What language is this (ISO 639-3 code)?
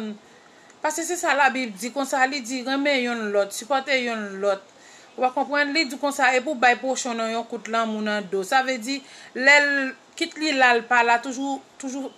hat